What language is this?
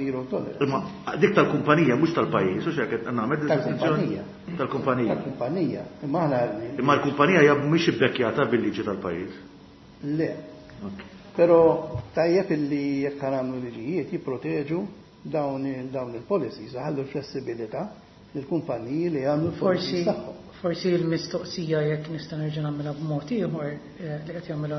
Maltese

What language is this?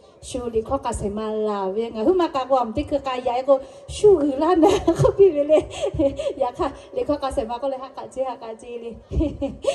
Lahu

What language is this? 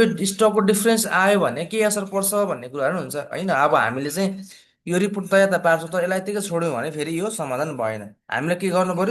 Nepali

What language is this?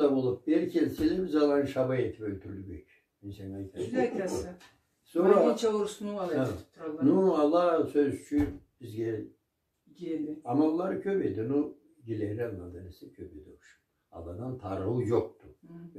Karachay-Balkar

